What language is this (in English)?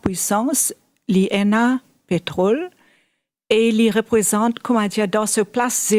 Morisyen